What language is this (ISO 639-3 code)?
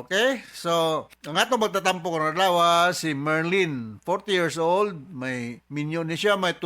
ceb